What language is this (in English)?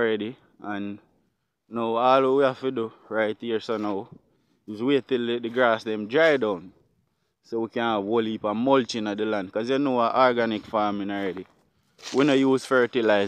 Jamaican Creole English